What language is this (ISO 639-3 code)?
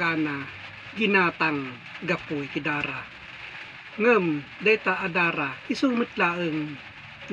ilo